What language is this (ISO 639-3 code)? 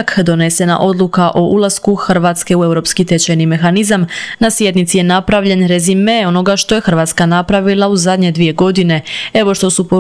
hrv